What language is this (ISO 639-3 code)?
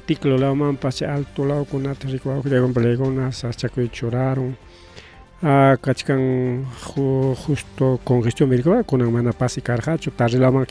quy